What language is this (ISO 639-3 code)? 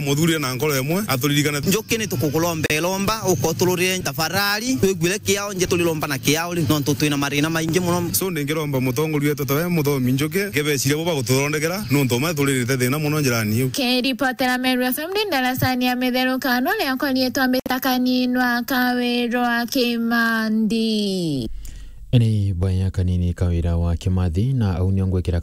mer